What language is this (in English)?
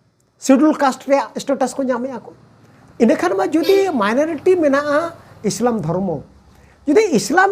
Santali